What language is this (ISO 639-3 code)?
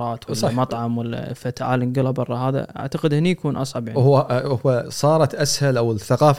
afb